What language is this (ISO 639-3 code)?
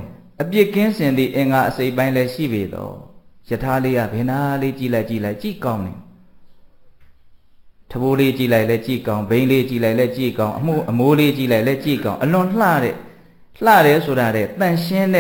mya